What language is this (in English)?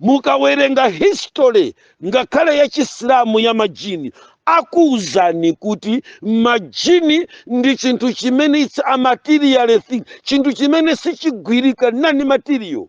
Nyanja